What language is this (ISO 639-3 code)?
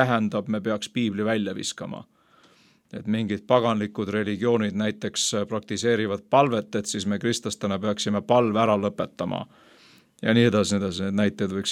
est